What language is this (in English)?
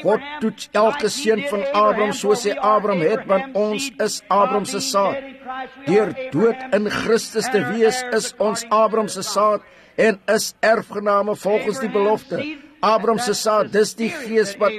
Afrikaans